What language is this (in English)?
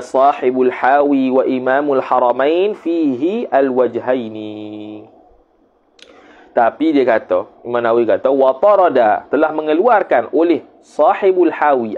Malay